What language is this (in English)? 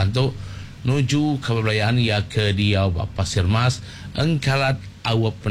Iban